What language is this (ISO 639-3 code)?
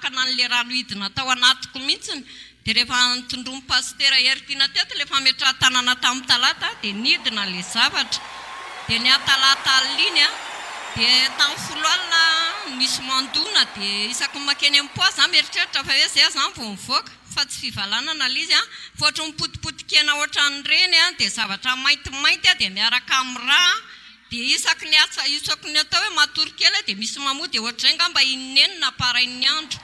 mlg